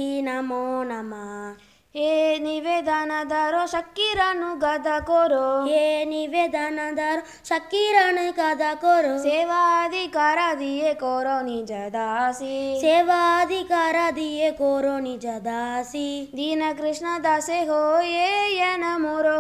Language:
Sanskrit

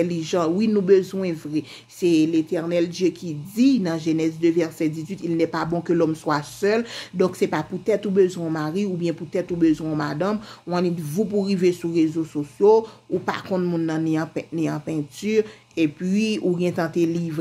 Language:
Haitian Creole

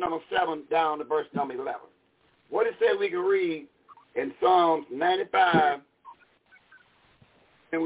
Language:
English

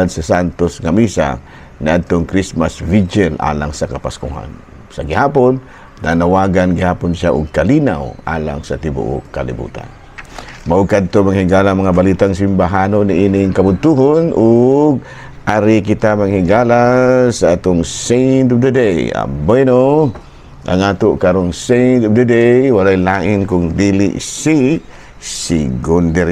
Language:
Cebuano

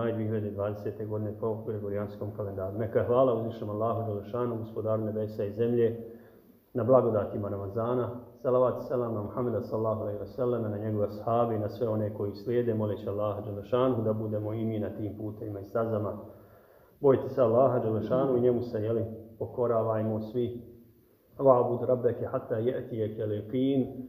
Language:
Bosnian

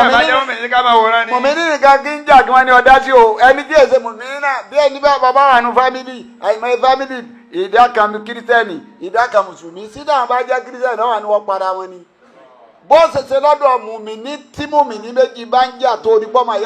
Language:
Yoruba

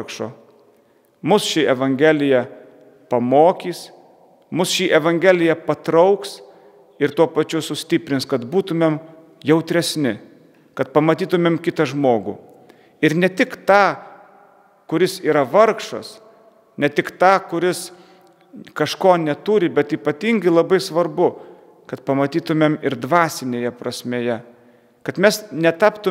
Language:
Lithuanian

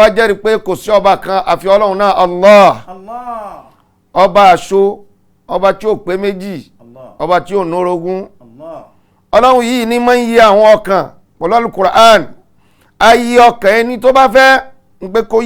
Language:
Yoruba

